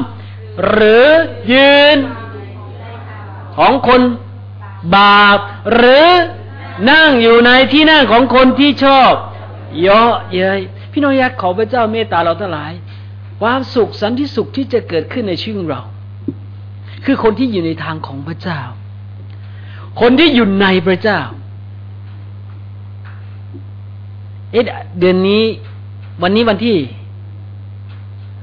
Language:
Thai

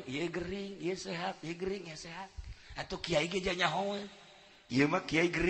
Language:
Sundanese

